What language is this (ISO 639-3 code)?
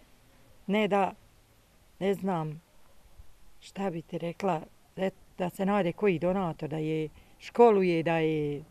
bos